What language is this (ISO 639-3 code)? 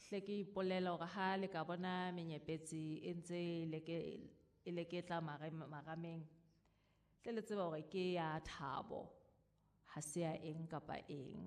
sot